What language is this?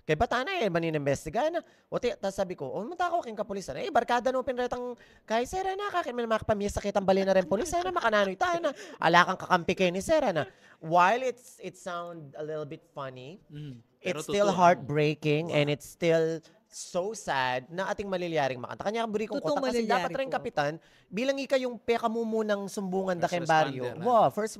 Pampanga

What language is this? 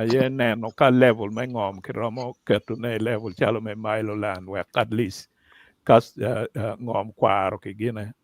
Acoli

